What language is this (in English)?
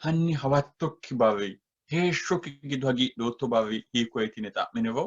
Sidamo